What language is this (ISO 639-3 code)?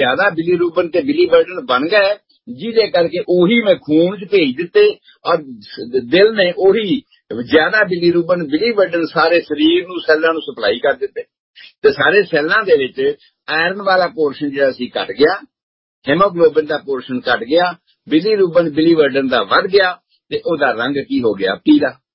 pan